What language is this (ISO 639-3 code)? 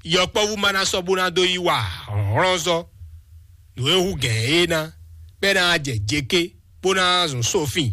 fon